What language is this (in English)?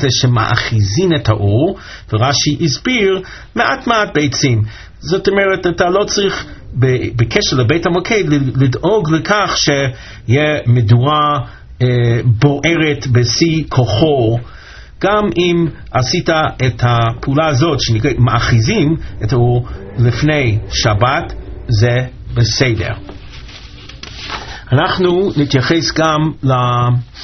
Hebrew